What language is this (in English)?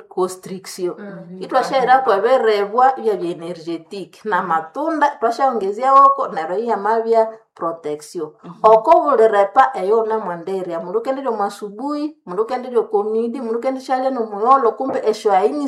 Nande